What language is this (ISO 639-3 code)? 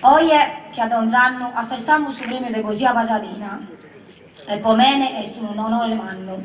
srd